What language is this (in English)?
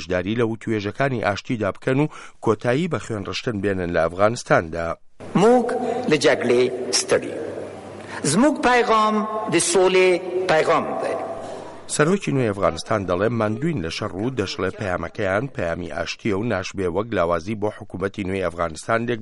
Central Kurdish